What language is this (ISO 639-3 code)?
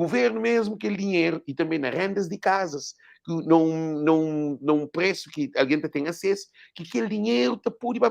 kea